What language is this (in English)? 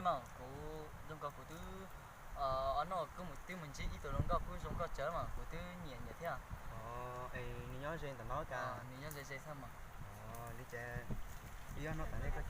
Hmong